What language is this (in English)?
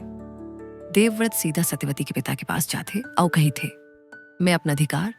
Chhattisgarhi